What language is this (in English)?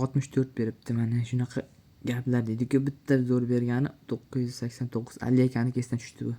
Uzbek